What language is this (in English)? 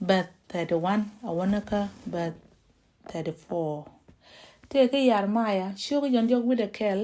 Nuer